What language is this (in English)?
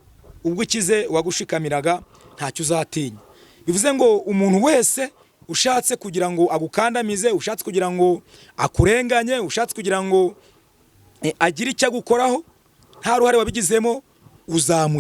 Kinyarwanda